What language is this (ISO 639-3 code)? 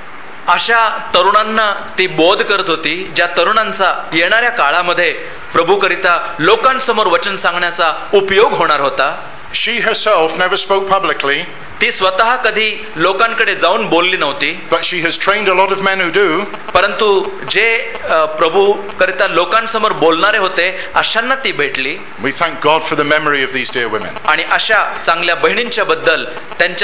mar